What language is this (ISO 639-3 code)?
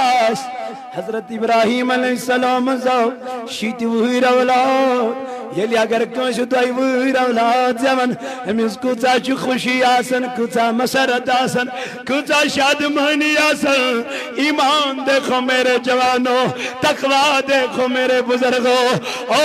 kas